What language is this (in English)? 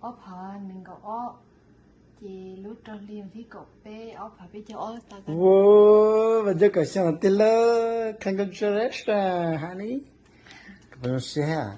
Hmong